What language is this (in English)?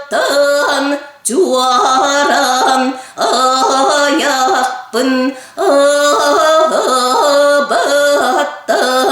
Yakut